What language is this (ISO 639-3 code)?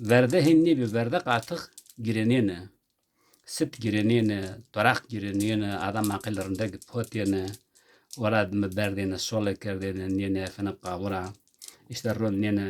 zza